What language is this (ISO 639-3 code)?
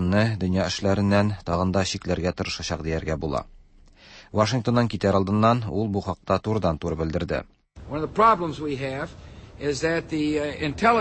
tat